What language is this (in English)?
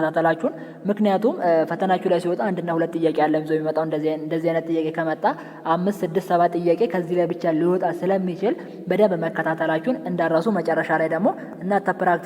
Amharic